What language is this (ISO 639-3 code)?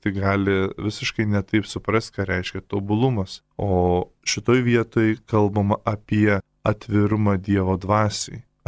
lit